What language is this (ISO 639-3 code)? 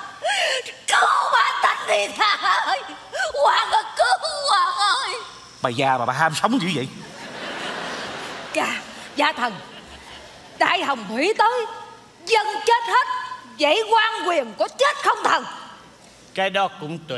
vie